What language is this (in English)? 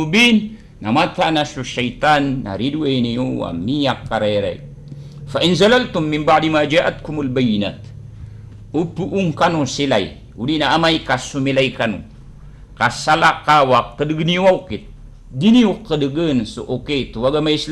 Maranao